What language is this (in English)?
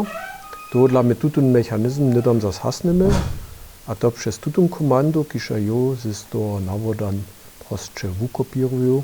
Upper Sorbian